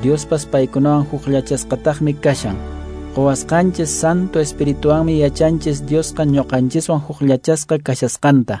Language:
Quechua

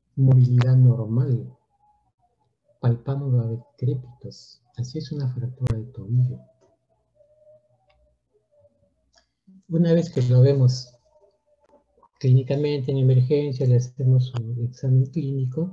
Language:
Spanish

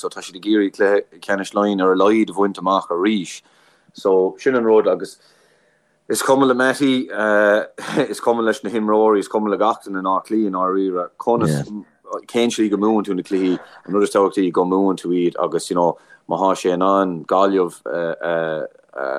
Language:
Irish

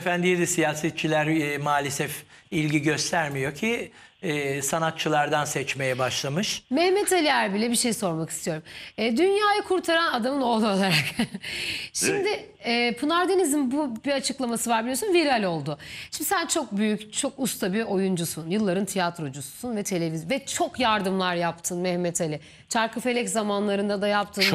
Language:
Turkish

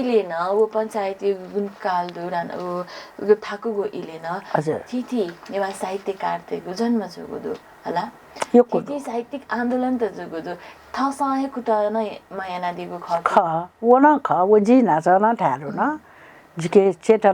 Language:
Newari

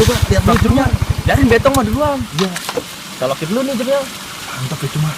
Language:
Betawi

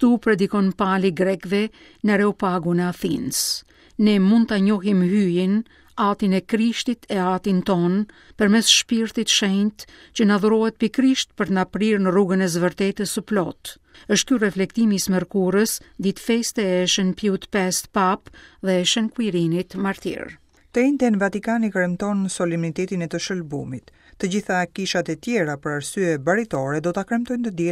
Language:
Albanian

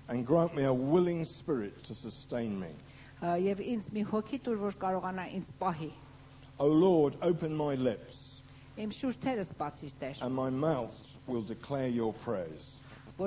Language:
Armenian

